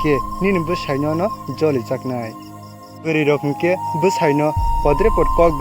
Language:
Kok Borok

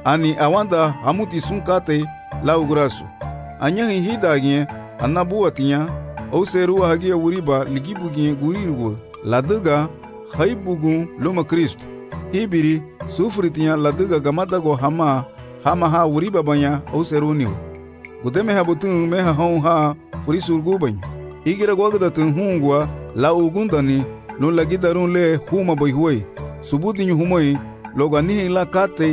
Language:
Garifuna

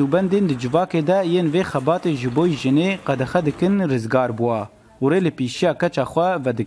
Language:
Kurdish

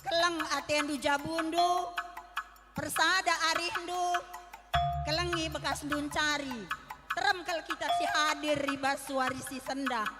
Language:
Batak Karo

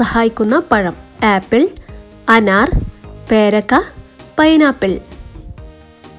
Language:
Malayalam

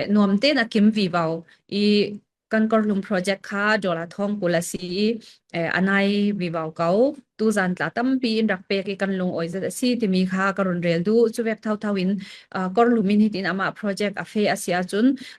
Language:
Falam Chin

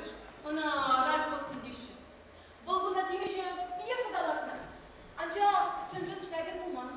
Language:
Chuvash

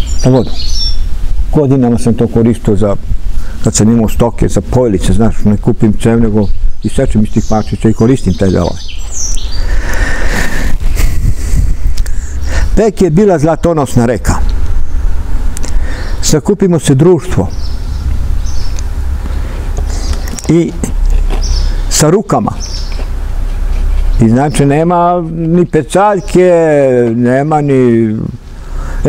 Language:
Serbian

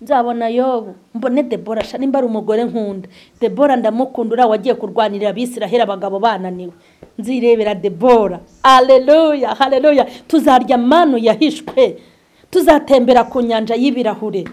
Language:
Kinyarwanda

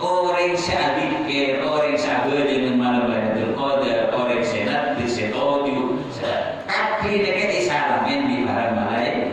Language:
Madurese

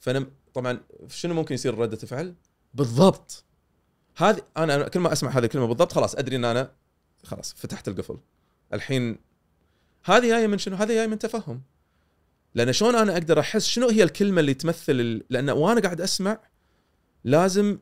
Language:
Gulf Arabic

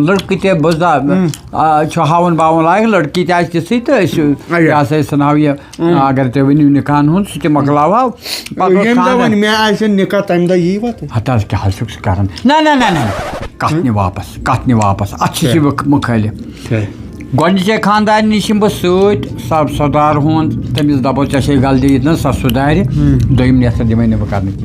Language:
Kashmiri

